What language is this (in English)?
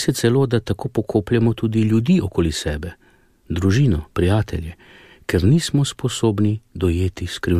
Slovenian